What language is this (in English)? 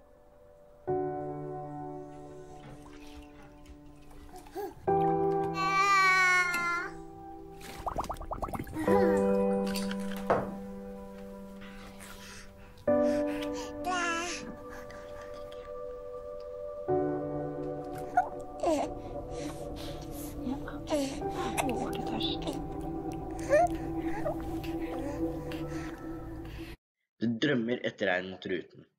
Norwegian